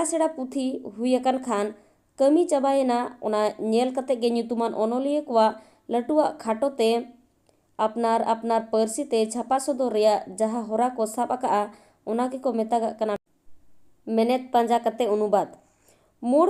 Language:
Santali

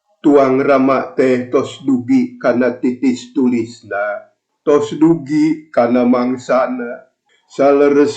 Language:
Sundanese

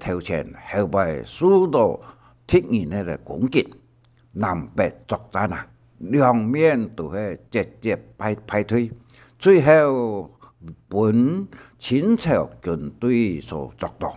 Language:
Hakka Chinese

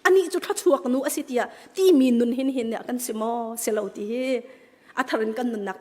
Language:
Hakha Chin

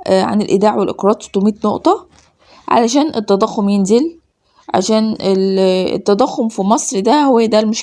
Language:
Egyptian Arabic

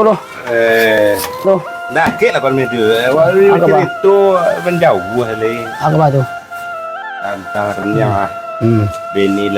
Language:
Minangkabau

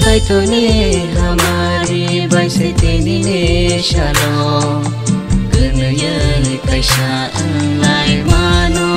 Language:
Kok Borok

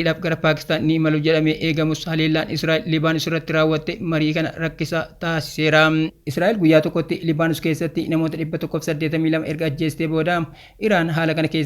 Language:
Oromo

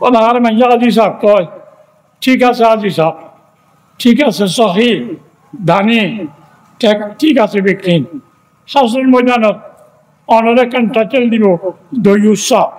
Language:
Rohingya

